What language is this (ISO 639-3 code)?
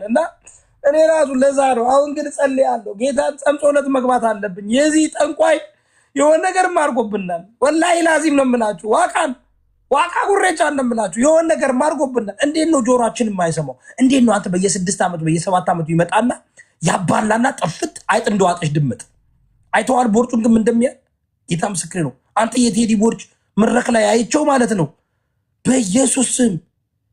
amh